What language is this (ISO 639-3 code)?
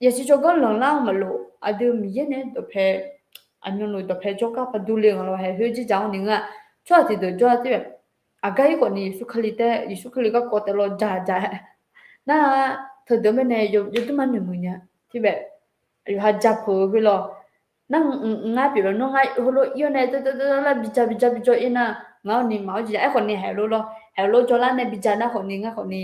ahk